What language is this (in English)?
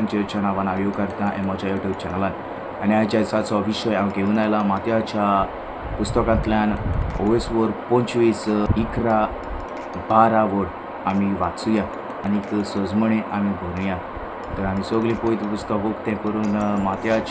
Konkani